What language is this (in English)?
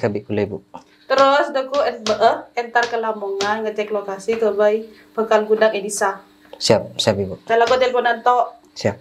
Madurese